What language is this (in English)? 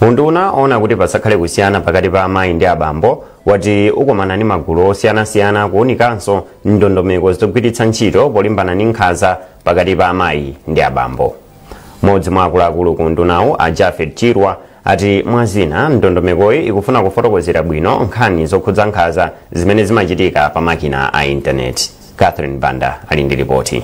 Nyanja